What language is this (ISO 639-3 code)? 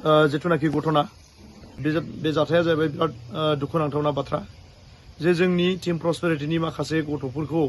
brx